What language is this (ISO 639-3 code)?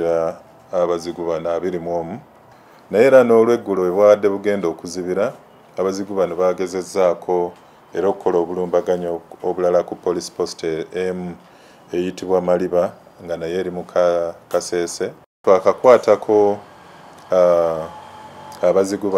lug